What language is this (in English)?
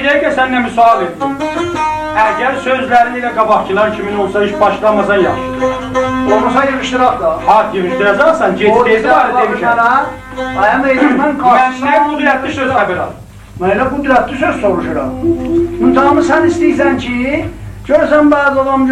South Azerbaijani